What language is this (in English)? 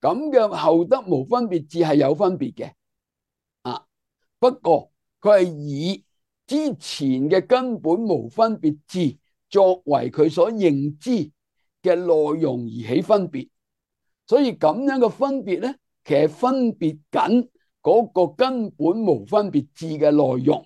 Cantonese